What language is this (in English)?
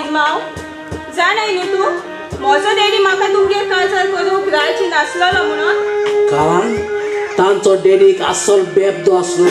Konkani